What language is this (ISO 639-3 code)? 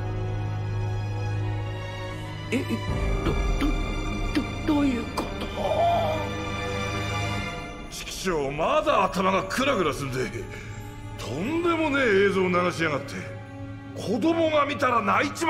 jpn